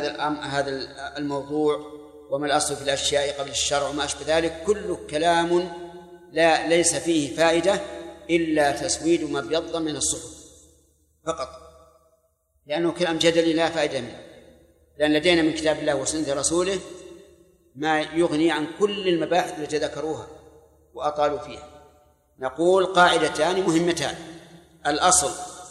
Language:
Arabic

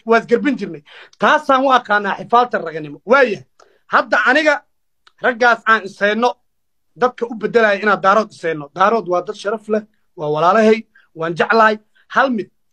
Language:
Somali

